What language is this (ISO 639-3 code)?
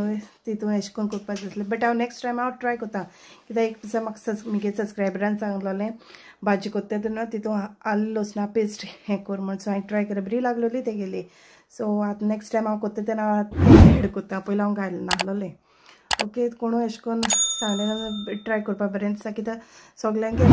kok